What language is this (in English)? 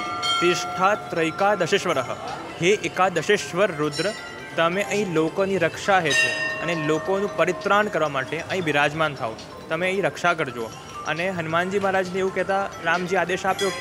Gujarati